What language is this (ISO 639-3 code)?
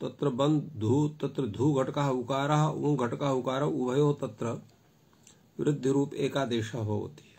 san